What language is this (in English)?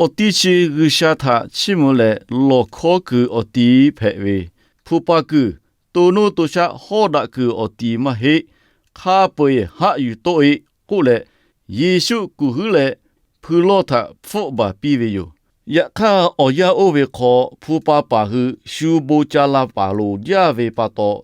Lahu